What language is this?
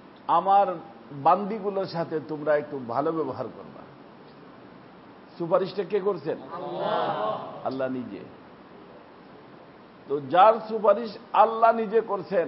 Bangla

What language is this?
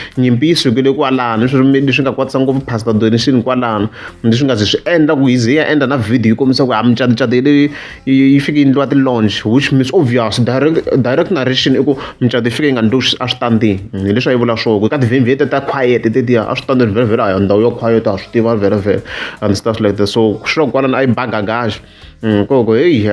Tsonga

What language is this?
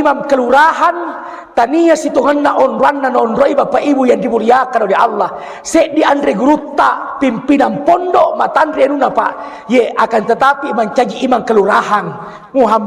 Buginese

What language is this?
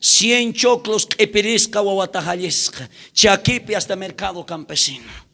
South Bolivian Quechua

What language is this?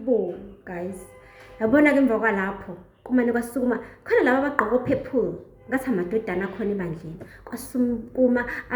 Zulu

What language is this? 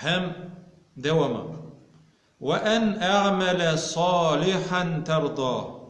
Tatar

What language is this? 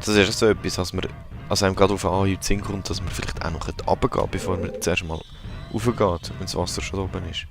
Swiss German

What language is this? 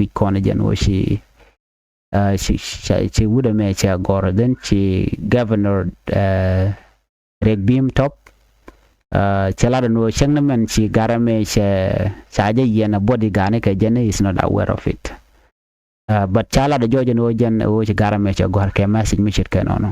Nuer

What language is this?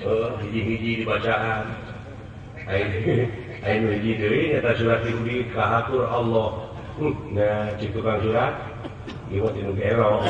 Sundanese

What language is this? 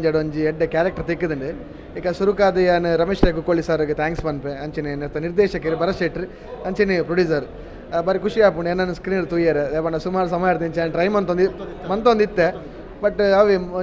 Tulu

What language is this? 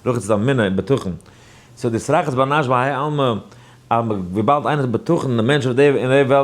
Yiddish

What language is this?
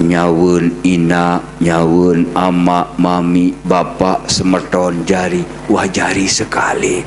Sasak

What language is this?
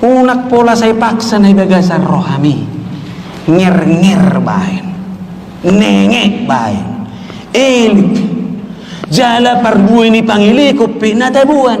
Batak Toba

